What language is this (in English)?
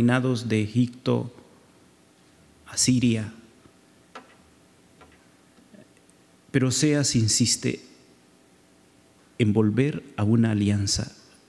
Spanish